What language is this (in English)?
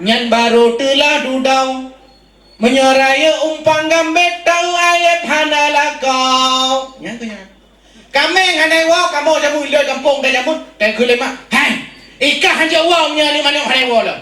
Achinese